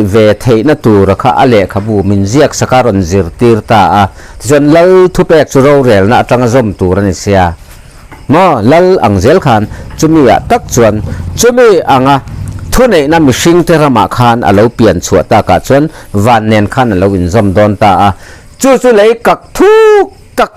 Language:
Mizo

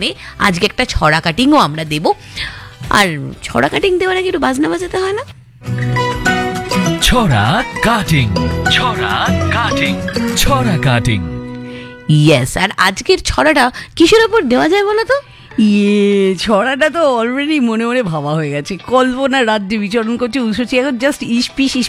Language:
Bangla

